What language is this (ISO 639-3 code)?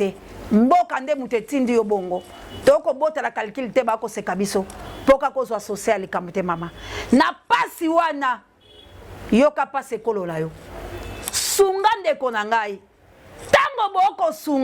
lin